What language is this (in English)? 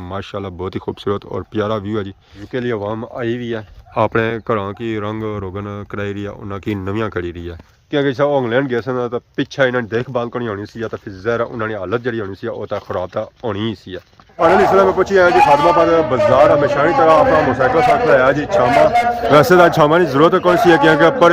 Pahari-Potwari